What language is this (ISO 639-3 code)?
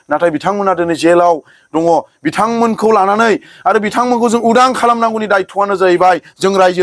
brx